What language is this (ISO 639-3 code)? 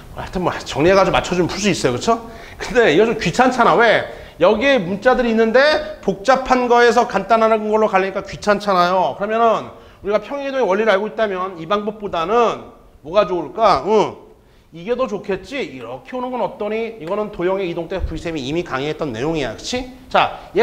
kor